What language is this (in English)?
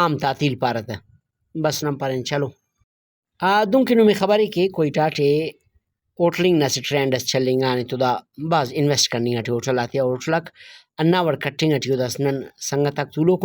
Brahui